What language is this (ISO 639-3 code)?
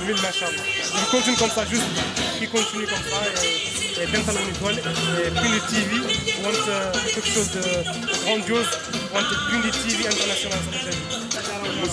ful